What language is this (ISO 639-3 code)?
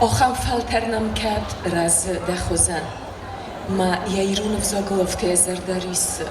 oss